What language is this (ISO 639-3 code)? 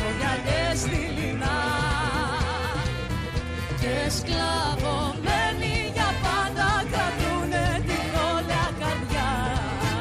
ell